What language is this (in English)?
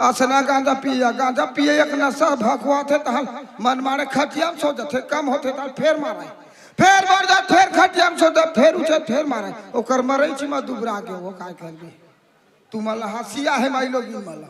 Chhattisgarhi